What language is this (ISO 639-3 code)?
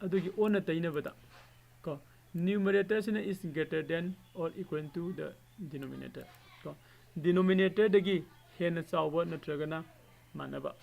mni